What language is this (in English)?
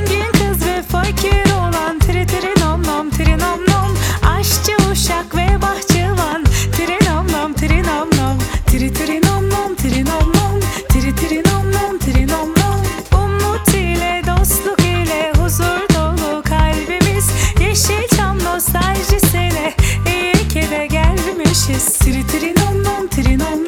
Turkish